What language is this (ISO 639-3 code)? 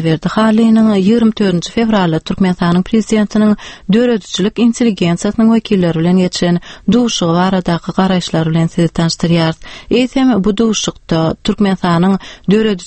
tuk